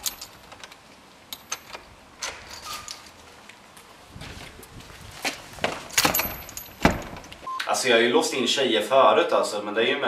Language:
Swedish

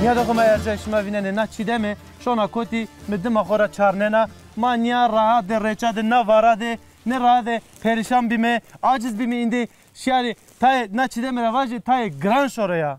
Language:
Zaza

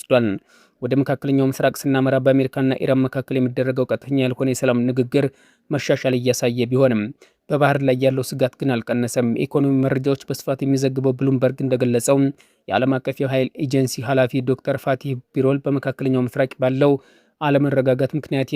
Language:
Amharic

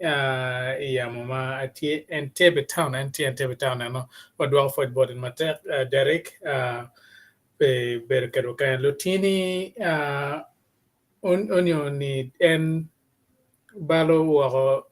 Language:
Acoli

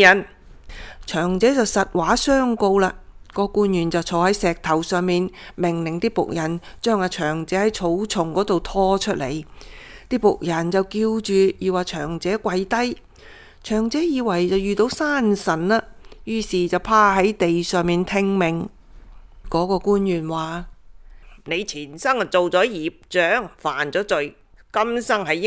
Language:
Cantonese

